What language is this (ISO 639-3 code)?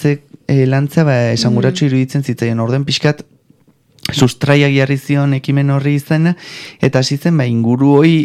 eus